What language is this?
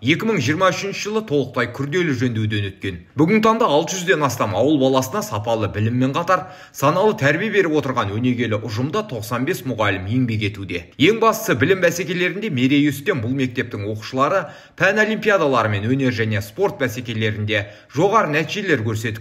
Kazakh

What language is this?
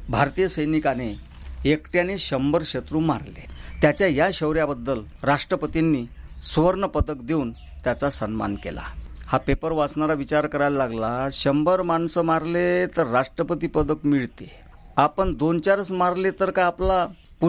Marathi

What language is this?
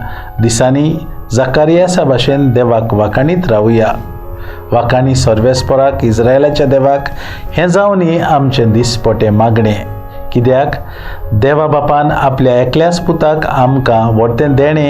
Konkani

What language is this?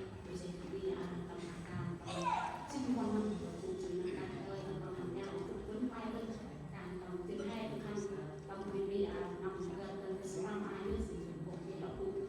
Central Mnong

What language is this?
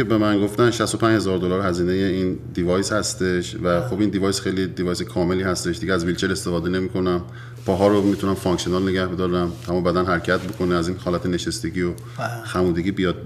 Persian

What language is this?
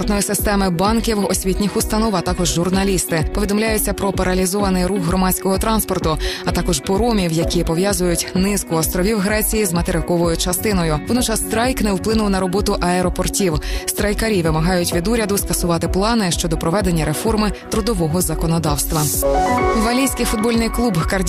Ukrainian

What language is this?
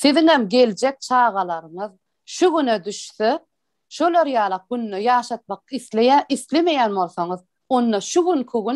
Turkmen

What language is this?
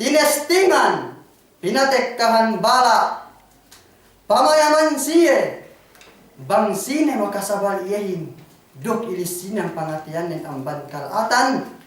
Yakan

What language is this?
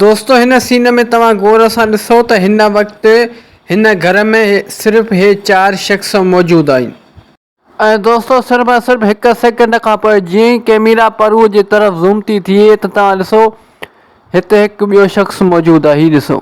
Sindhi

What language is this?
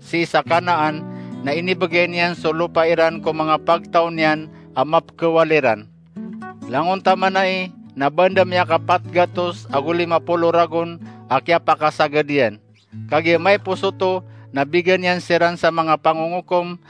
Maranao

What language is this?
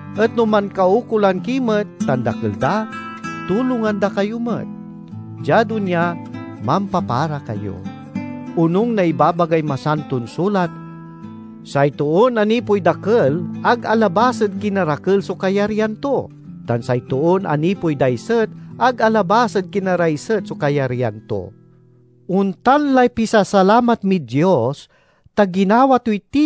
Pangasinan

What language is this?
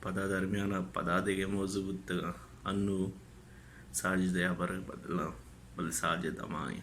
Baluchi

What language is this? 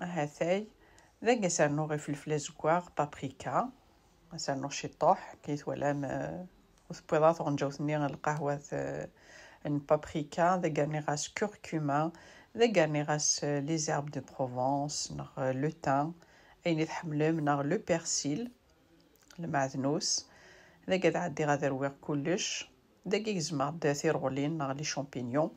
Kabyle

